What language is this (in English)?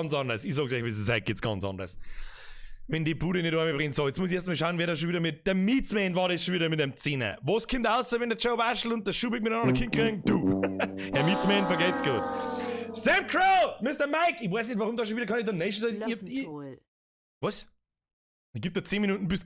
Bavarian